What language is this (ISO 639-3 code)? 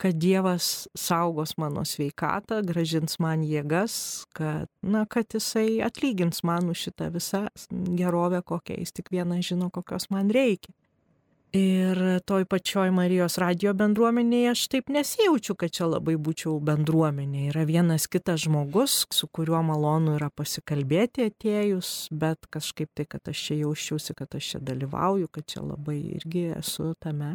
lit